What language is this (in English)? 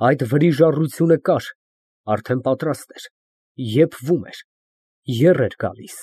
Armenian